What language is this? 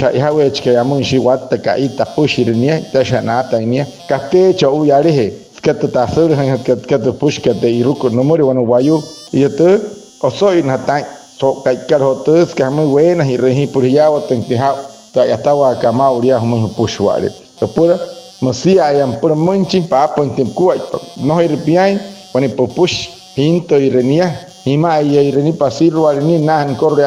Wayuu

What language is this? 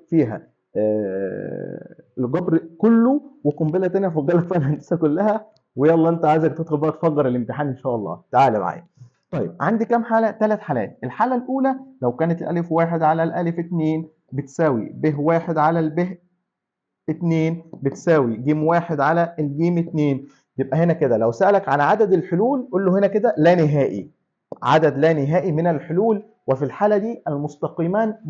Egyptian Arabic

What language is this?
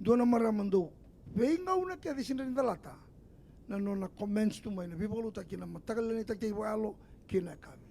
Fijian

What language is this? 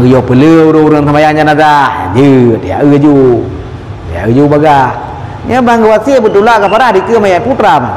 Achinese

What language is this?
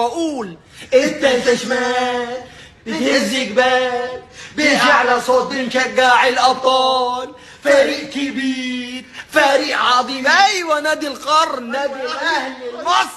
Egyptian Arabic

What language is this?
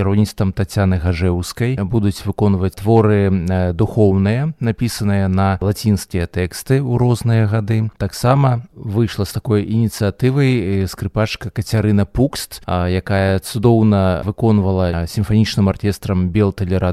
Belarusian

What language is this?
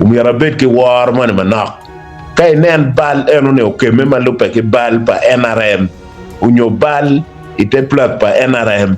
Acoli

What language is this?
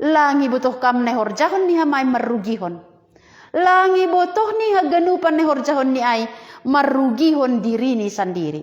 Batak Simalungun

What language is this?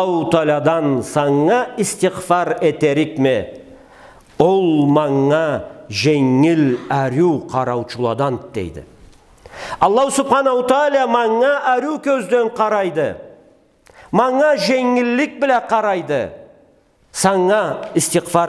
Karachay-Balkar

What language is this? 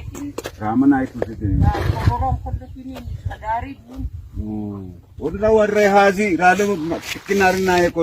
Batak Simalungun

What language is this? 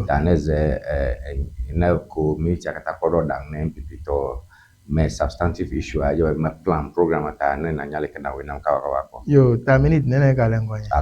Ewe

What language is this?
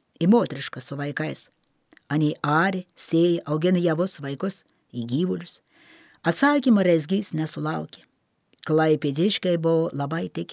Lithuanian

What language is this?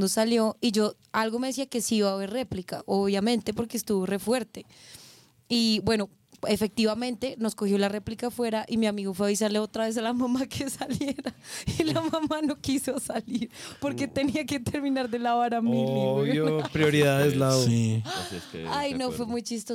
Spanish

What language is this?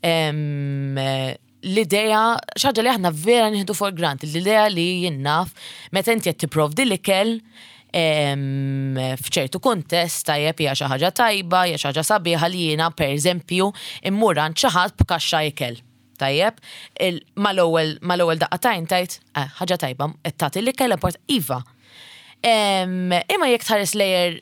Maltese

